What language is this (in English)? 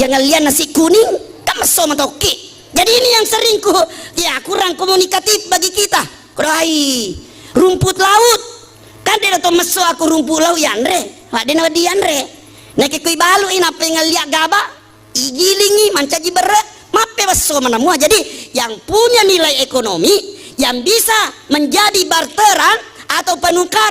Buginese